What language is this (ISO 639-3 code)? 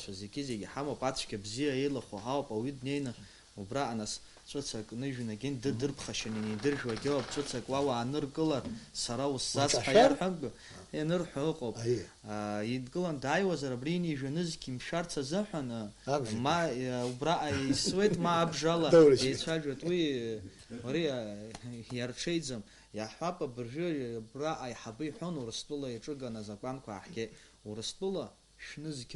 abk